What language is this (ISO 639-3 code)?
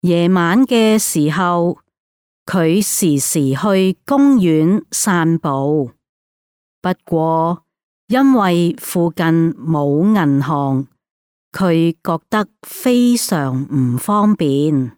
yue